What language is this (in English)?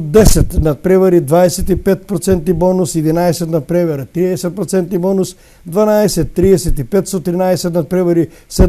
Macedonian